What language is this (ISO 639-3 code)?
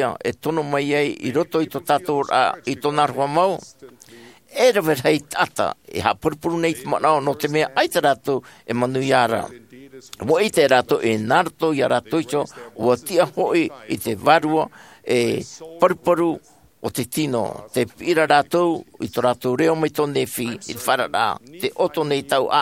tah